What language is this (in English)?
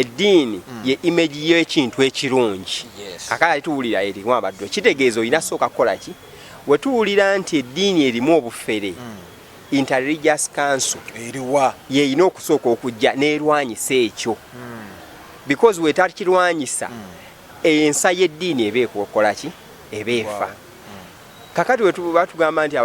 Ganda